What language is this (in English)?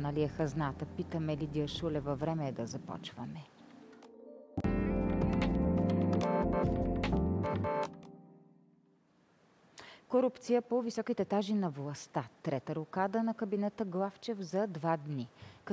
Bulgarian